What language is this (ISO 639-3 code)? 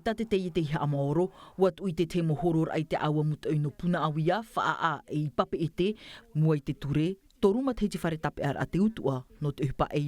tah